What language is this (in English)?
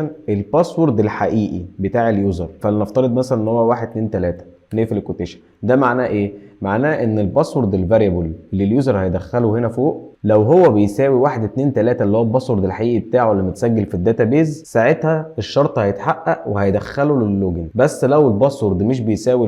Egyptian Arabic